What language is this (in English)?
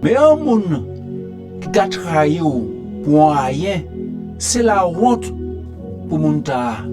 Guadeloupean Creole French